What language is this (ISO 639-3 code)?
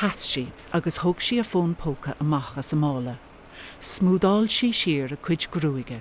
gle